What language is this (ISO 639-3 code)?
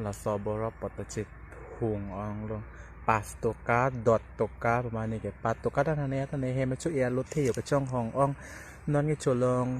mjw